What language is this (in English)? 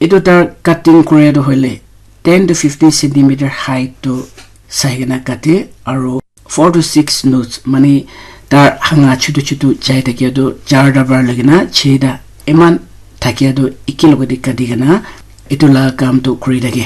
Naga Pidgin